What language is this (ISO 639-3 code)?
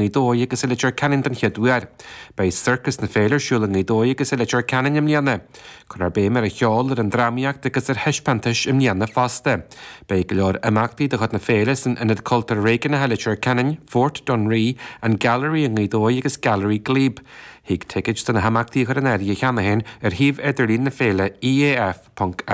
gle